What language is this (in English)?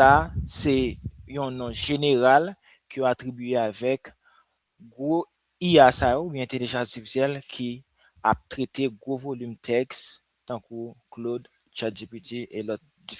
Haitian Creole